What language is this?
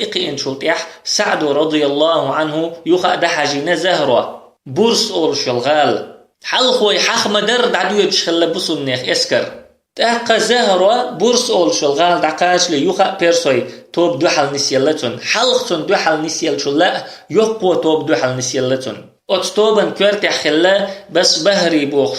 Chechen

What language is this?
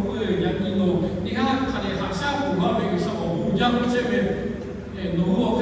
Lahu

